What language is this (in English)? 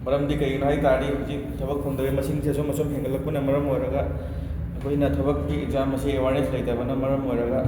Manipuri